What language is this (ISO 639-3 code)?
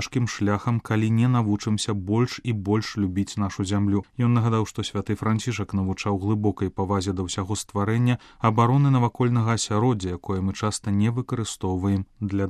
bel